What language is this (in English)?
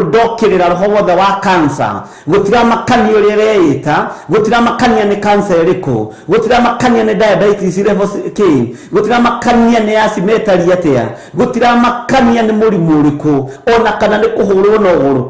Kikuyu